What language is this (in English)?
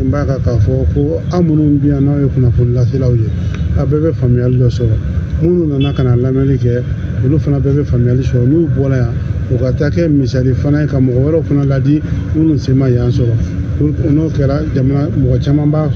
Bambara